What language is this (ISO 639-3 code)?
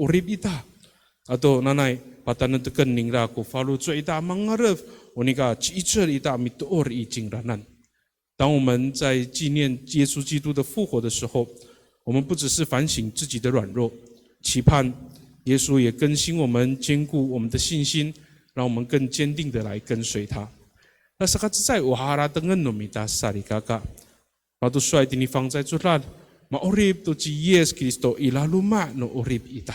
ami